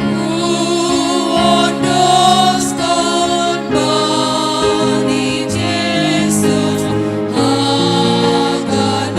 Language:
Batak Simalungun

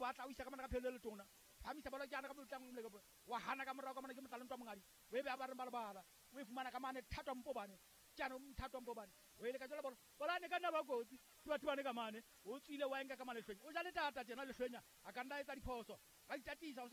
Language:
Southern Sotho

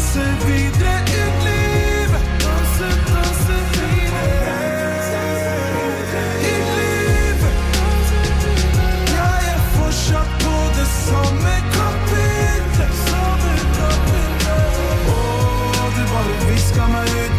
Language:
Norwegian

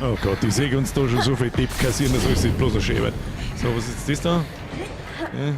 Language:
Bavarian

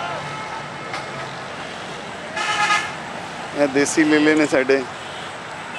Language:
Punjabi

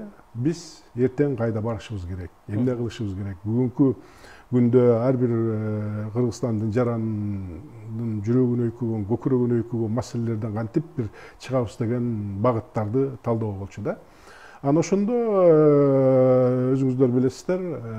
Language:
Kyrgyz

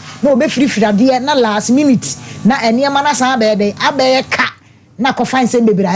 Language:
Akan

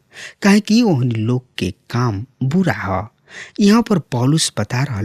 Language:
Bhojpuri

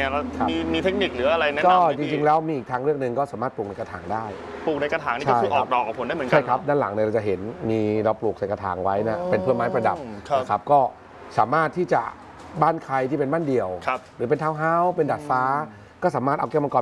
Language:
Thai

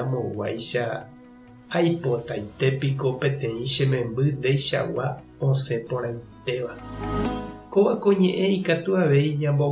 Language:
Guarani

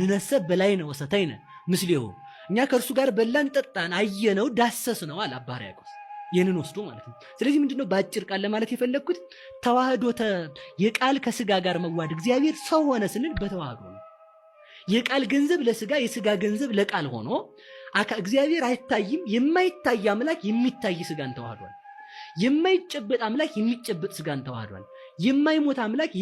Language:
Amharic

